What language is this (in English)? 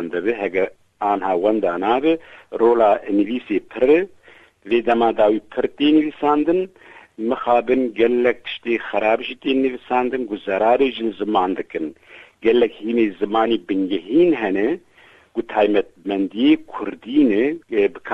Kurdish